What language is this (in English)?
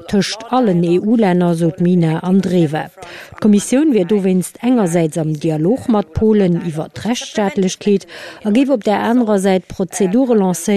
Luxembourgish